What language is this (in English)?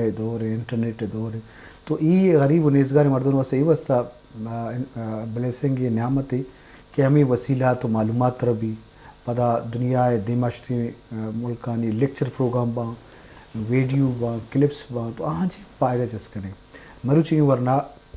Baluchi